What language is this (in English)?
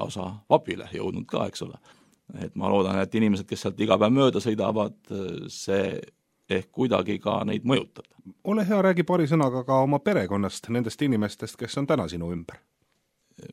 Estonian